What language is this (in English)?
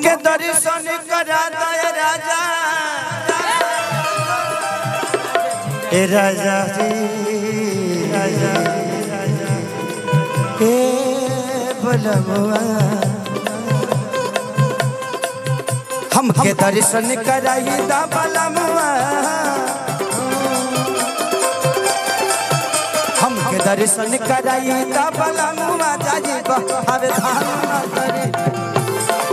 Bhojpuri